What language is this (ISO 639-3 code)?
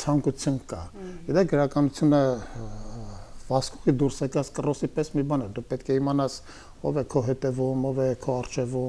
hye